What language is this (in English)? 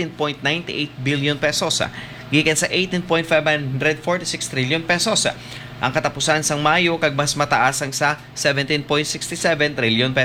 Hiligaynon